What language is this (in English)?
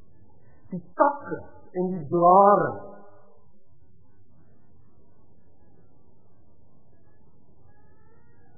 Afrikaans